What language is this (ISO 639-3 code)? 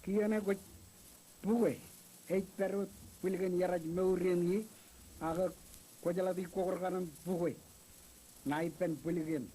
mah